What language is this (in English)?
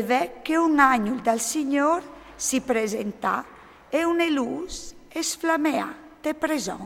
Friulian